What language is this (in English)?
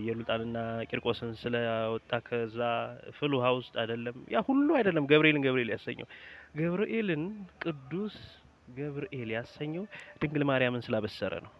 Amharic